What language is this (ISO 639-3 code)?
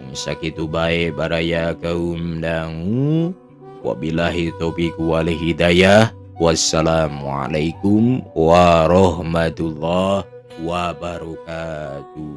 sun